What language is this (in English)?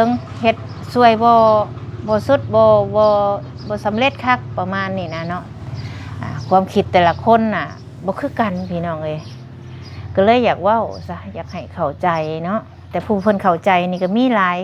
Lao